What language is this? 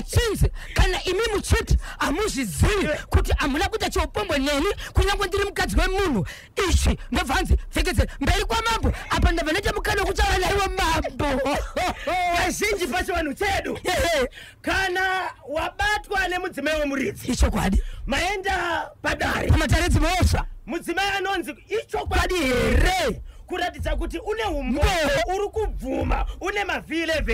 Shona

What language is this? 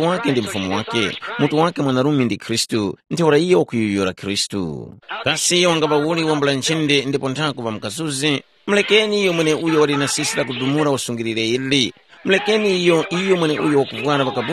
Tumbuka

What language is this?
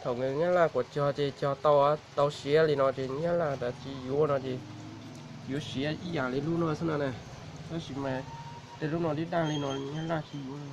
Hmong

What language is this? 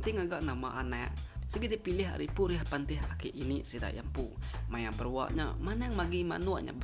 Iban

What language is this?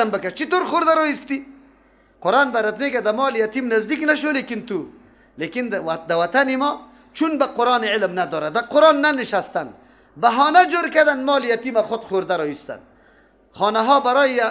Persian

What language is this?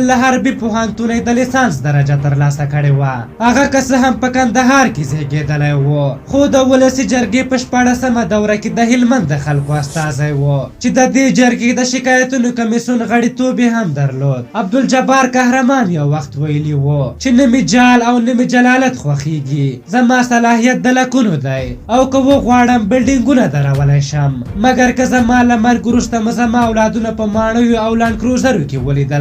Pashto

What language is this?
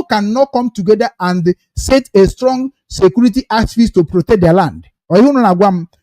Igbo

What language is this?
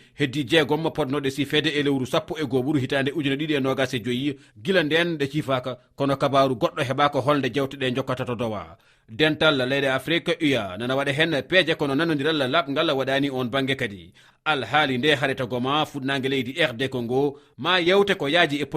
Fula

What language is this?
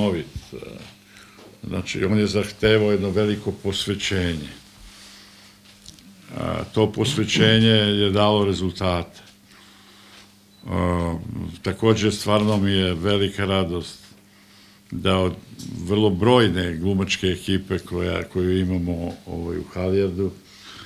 Serbian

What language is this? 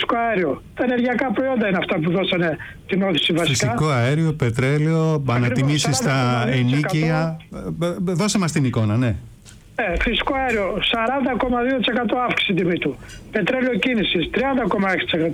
Greek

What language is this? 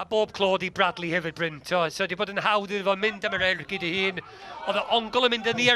Welsh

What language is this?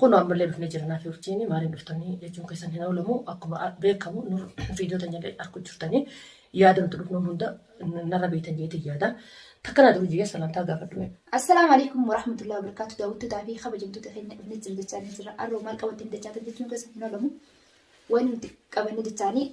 Oromo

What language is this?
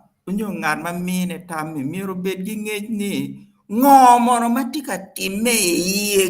Acoli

